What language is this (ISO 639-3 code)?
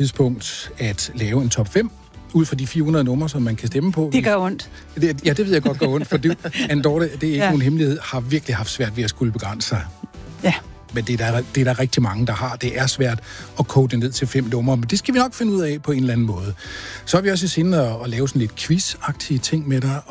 dan